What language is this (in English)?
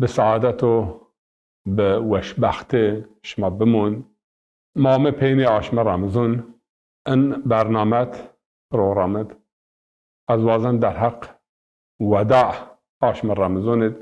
Zaza